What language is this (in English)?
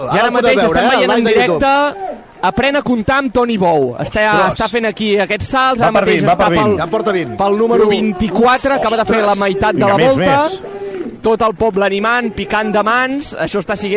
Catalan